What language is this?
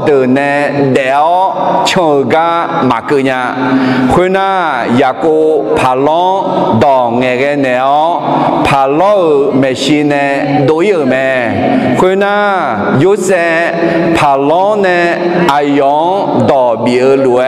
Akha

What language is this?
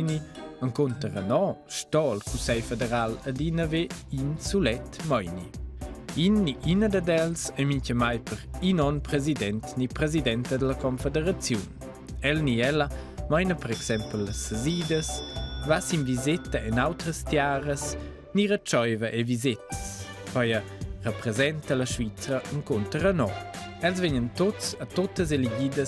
Romansh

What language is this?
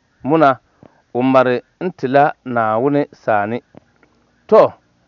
Dagbani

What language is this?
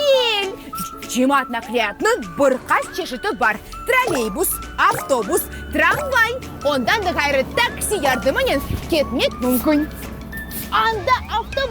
Crimean Tatar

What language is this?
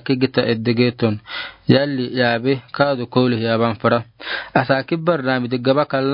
Afar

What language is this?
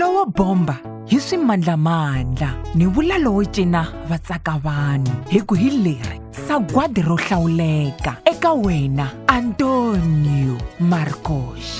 Tsonga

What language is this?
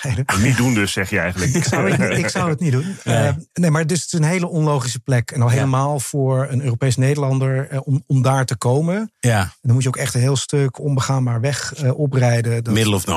Dutch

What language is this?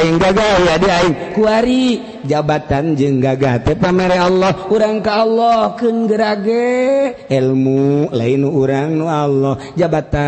Sundanese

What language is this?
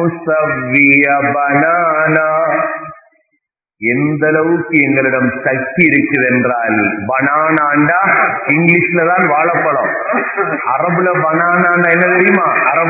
Tamil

